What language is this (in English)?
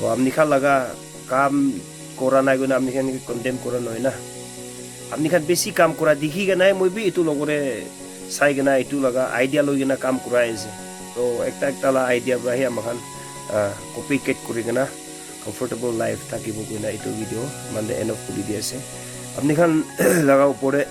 Naga Pidgin